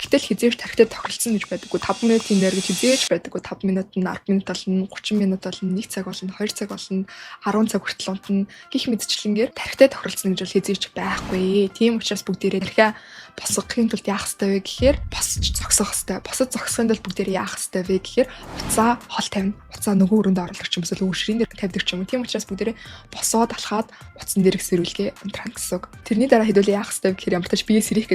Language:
Mongolian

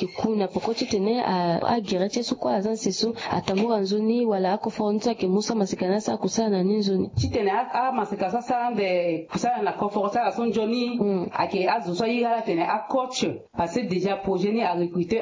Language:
Sango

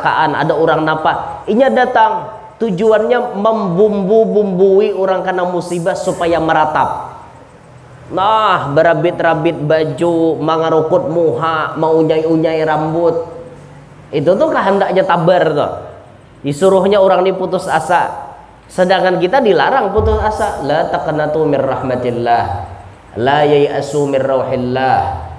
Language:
Banjar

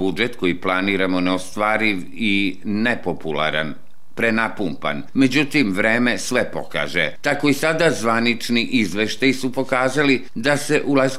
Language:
Serbian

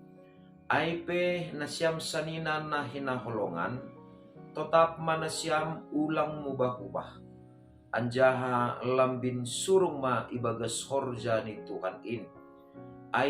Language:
Batak Simalungun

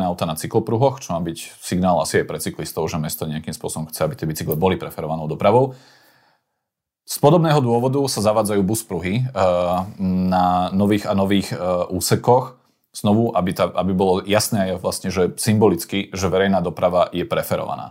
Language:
Slovak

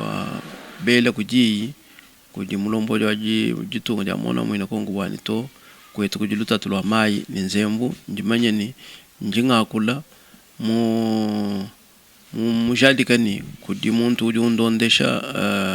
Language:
Luba-Lulua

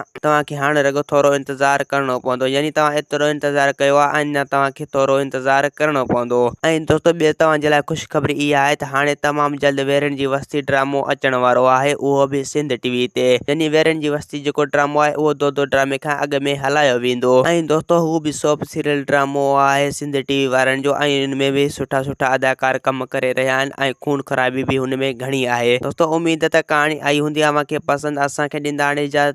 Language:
Sindhi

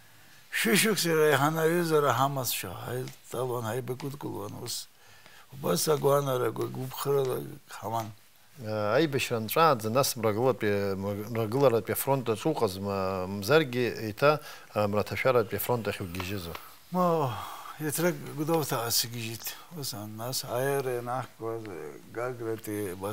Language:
Abkhazian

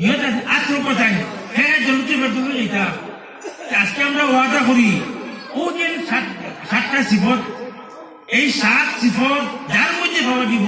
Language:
Sylheti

